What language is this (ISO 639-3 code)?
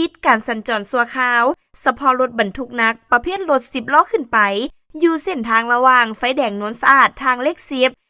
lao